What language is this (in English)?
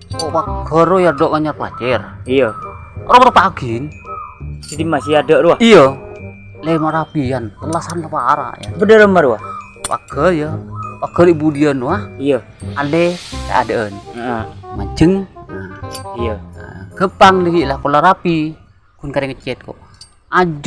Madurese